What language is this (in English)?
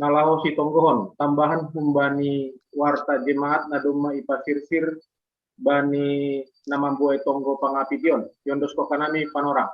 Batak Simalungun